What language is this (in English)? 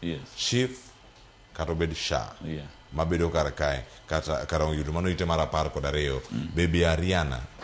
Luo (Kenya and Tanzania)